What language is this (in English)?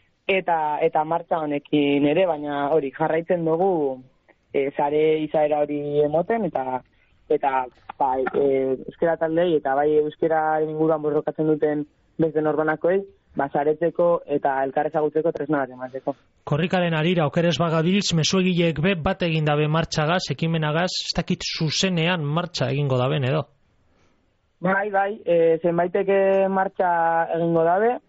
Basque